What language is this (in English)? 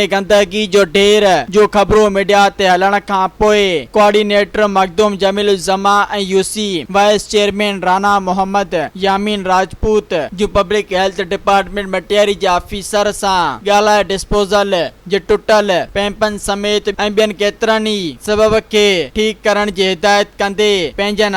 Sindhi